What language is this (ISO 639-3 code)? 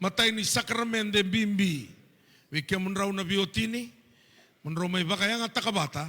fij